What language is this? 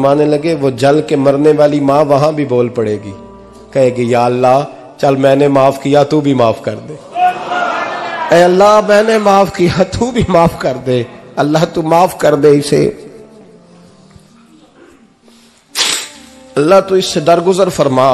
Urdu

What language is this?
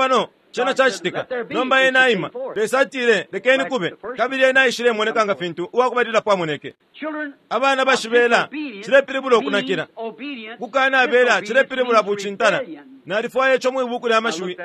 Bemba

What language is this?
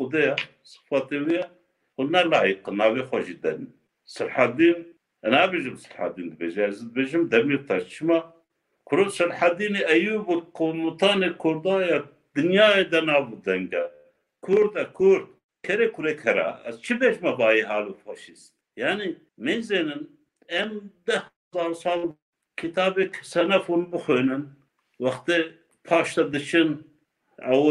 Kurdish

